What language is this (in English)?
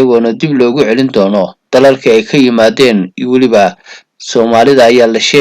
Somali